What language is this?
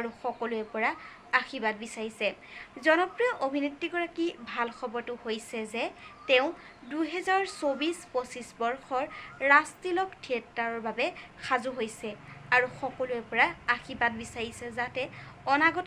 Assamese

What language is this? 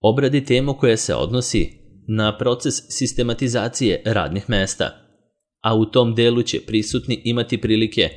Serbian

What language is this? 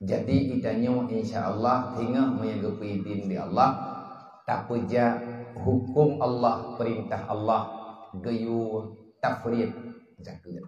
Achinese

